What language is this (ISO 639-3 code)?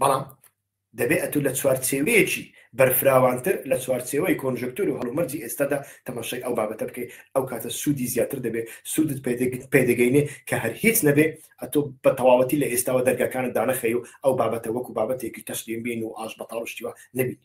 ckb